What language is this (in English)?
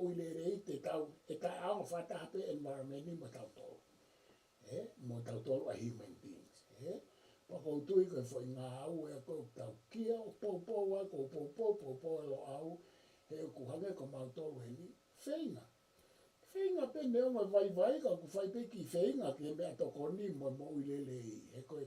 Tongan